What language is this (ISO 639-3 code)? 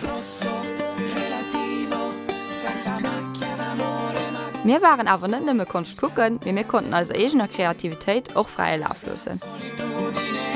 ltz